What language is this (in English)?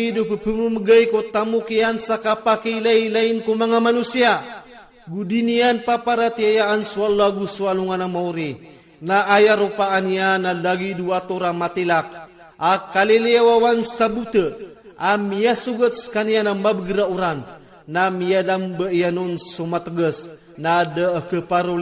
Iranun (Philippines)